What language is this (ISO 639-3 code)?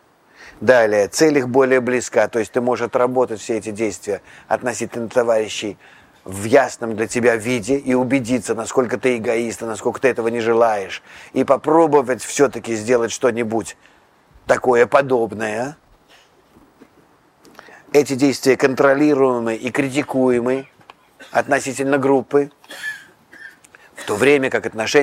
rus